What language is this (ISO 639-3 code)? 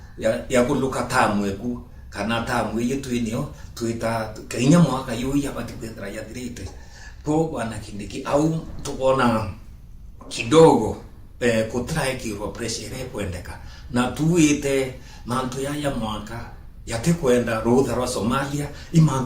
mer